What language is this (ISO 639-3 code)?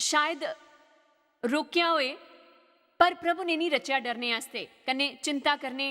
doi